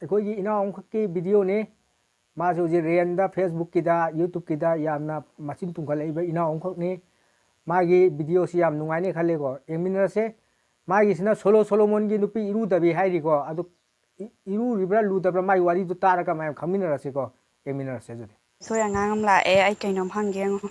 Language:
Manipuri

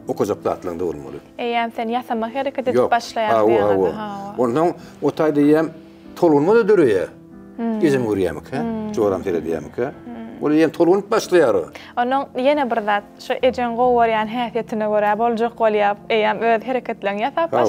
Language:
Turkmen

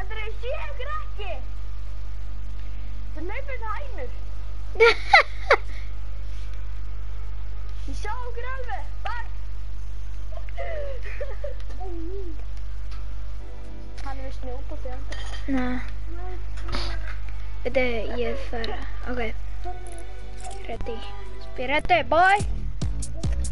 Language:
Icelandic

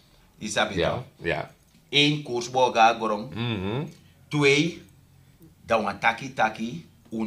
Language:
Sranan Tongo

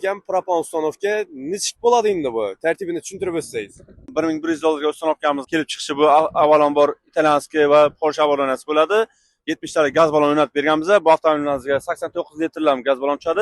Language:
Uzbek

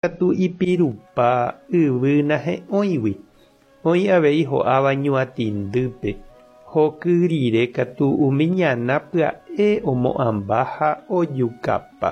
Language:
Guarani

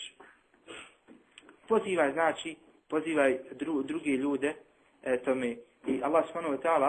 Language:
Bosnian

